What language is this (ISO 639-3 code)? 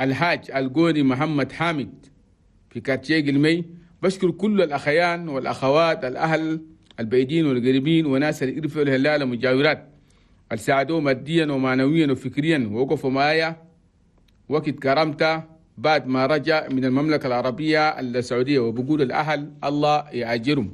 shu